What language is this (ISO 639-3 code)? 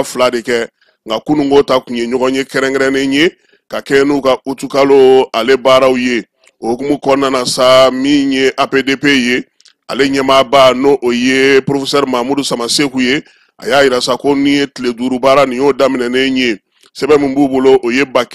bam